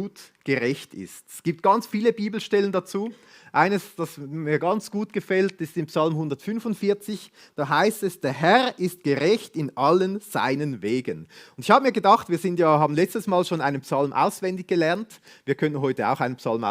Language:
Swiss German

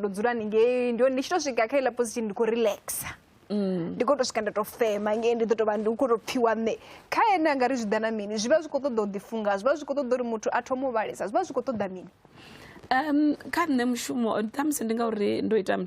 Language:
Venda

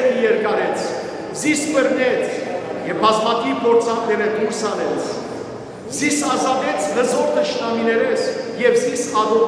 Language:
Western Armenian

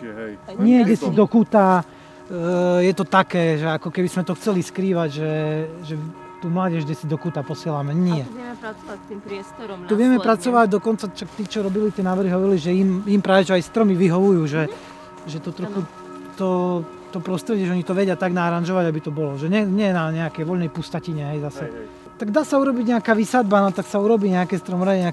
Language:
Slovak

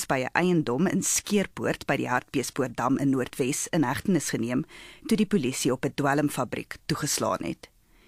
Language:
Afrikaans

